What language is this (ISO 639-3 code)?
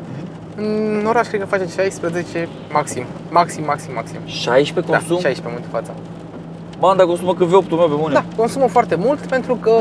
ron